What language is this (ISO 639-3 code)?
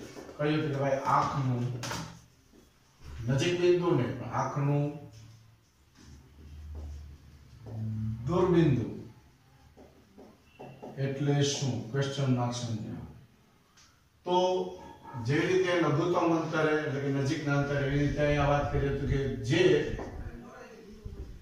guj